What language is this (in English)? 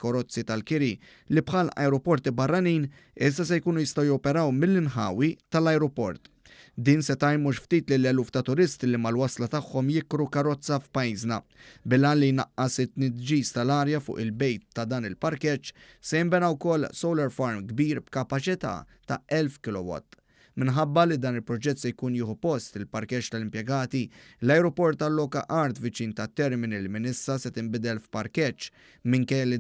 Maltese